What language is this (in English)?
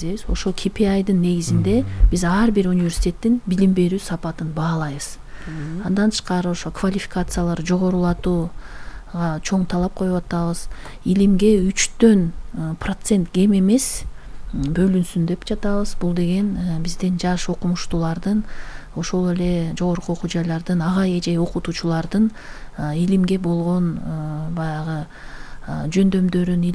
Kyrgyz